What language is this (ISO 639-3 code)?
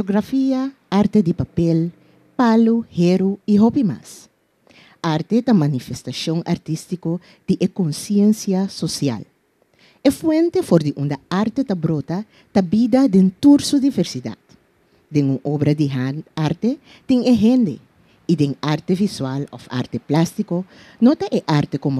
pap